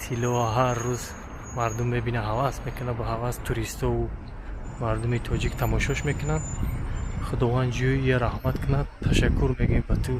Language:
Tajik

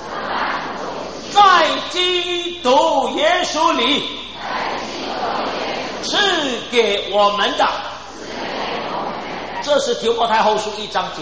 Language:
Chinese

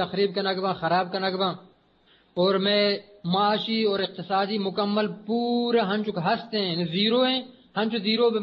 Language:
Eastern Balochi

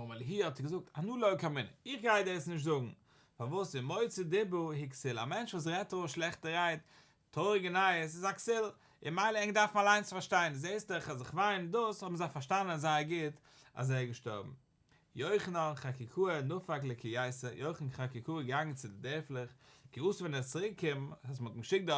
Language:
Yiddish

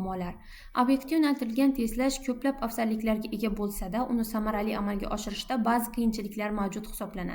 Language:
Uzbek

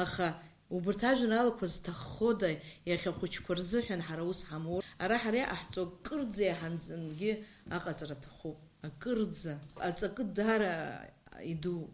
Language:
Abkhazian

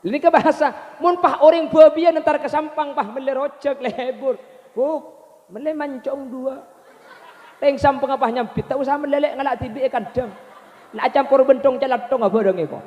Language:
Madurese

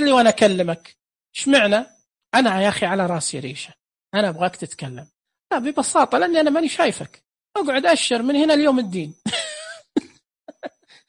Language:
Najdi Arabic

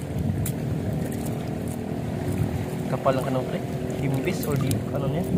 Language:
Filipino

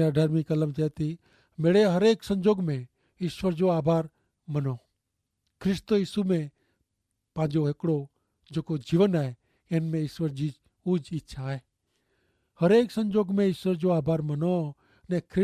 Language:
Kachhi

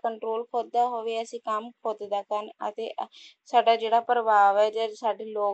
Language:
Punjabi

